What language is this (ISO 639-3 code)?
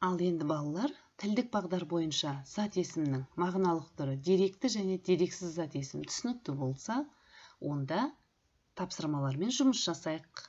kaz